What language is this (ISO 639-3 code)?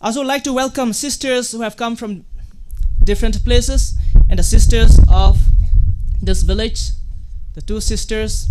nmf